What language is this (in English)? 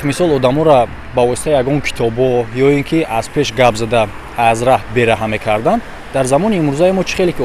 Tajik